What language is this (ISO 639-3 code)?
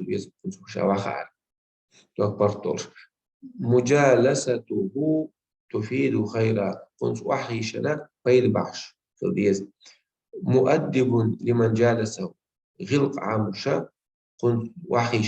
che